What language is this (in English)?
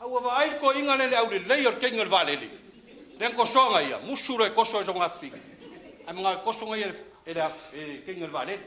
Samoan